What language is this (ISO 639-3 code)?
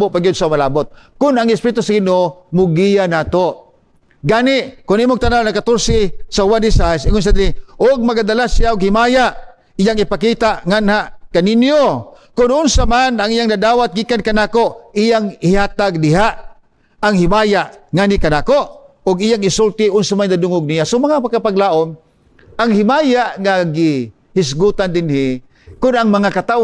ceb